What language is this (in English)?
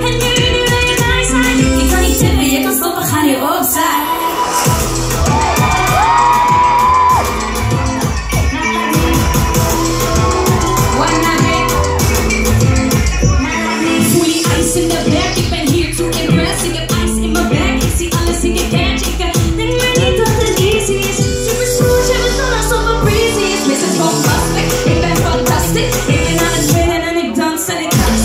Dutch